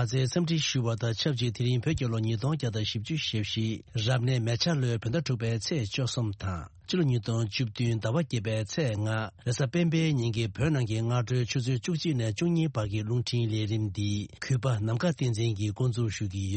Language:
Tibetan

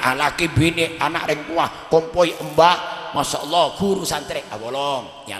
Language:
Madurese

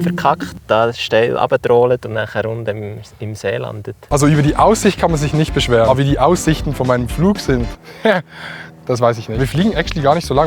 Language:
Swiss German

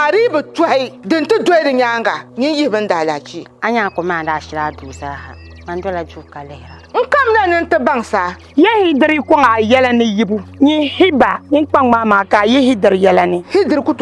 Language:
Dagbani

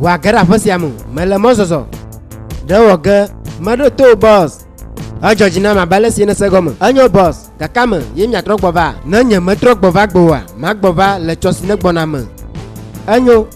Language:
Ewe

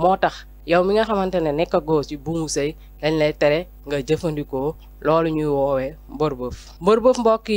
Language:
Wolof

